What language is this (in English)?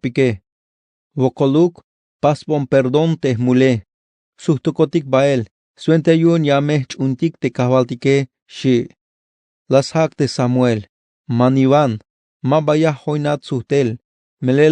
Tzeltal